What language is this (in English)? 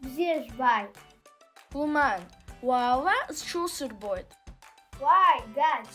Abkhazian